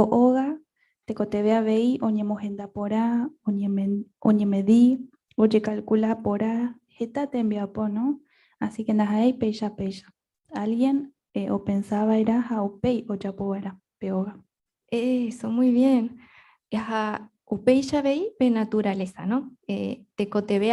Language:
Guarani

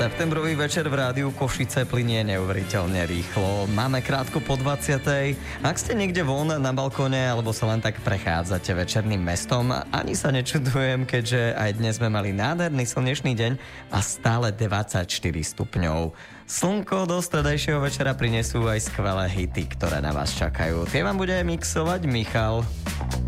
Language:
Slovak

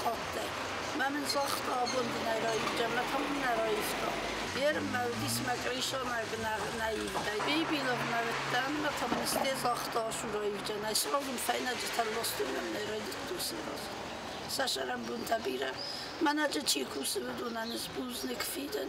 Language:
Ossetic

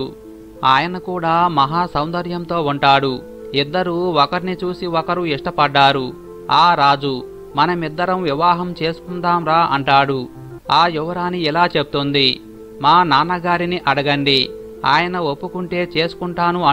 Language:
Telugu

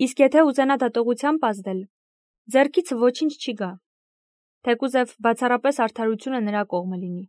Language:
Armenian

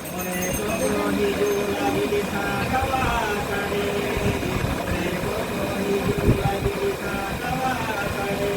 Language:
Santali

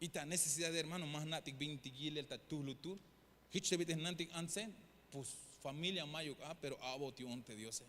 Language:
Tzeltal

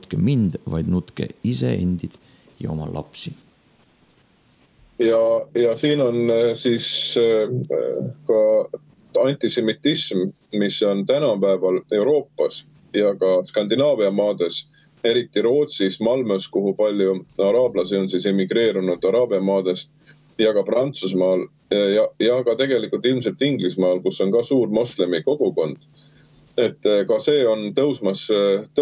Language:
Estonian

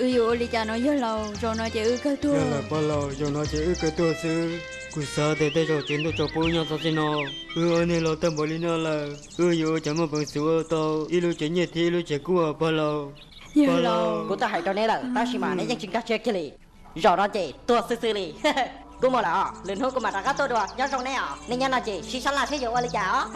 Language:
Hmong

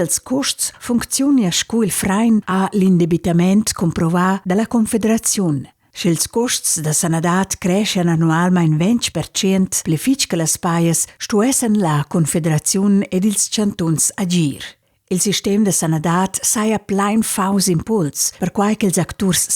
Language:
Romansh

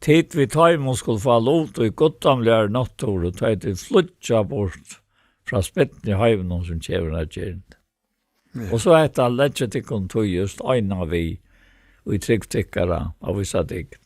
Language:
Faroese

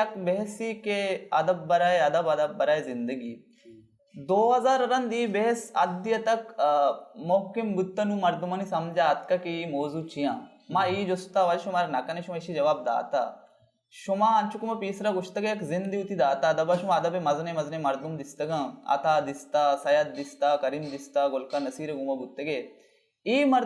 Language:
Baluchi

